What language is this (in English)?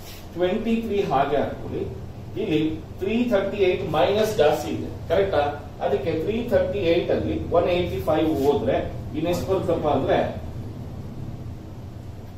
Kannada